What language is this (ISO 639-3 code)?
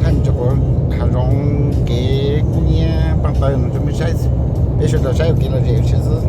hmn